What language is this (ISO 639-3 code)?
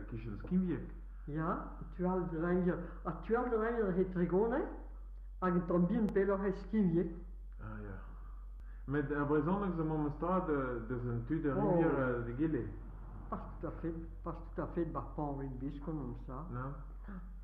bre